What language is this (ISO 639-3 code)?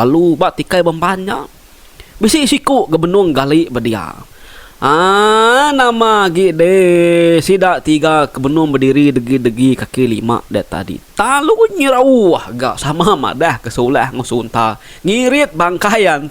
iba